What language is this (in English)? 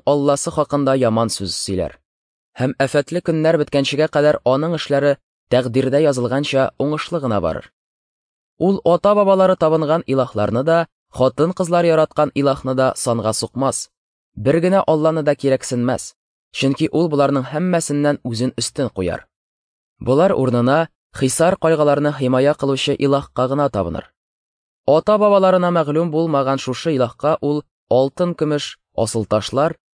Tatar